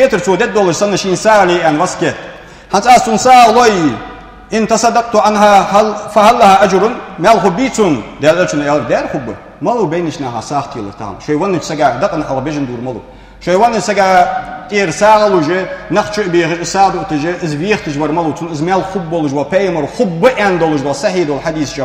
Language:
Ingush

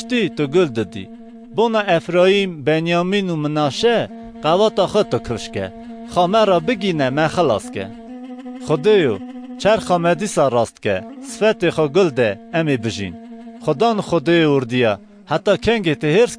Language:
Kurdish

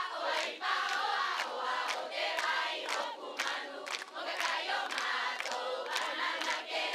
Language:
Rapanui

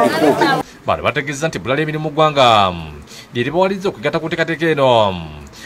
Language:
Ganda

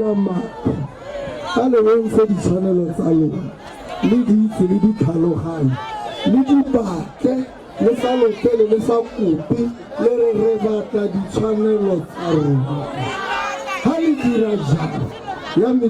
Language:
Tswana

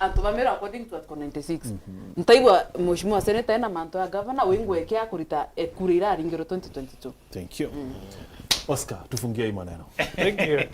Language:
Meru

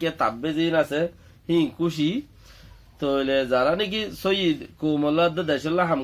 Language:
Rohingya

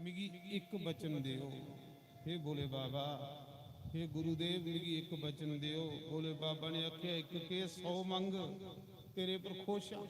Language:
Dogri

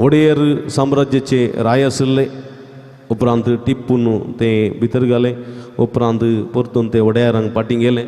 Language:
Konkani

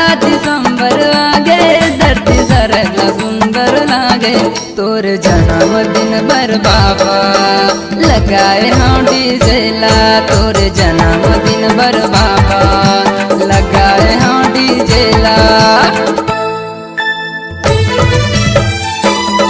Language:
Chhattisgarhi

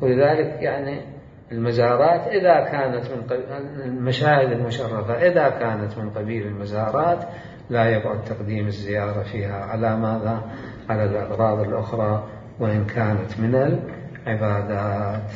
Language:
Mesopotamian Arabic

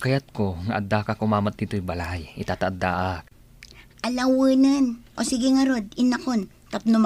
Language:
Iloko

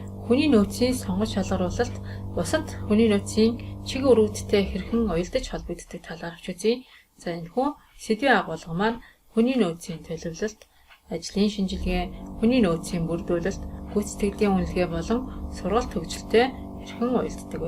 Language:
Mongolian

